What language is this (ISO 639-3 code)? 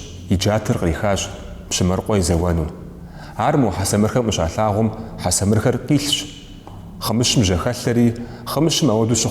kbd